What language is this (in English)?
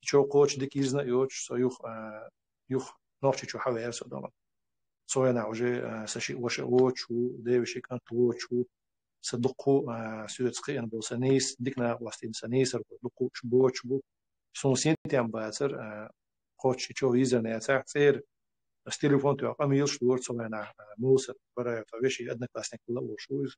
Chechen